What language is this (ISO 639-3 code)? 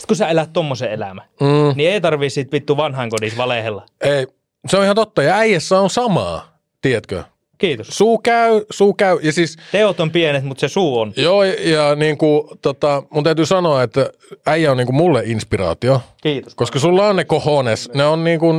fin